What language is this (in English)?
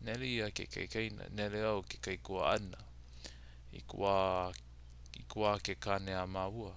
Hawaiian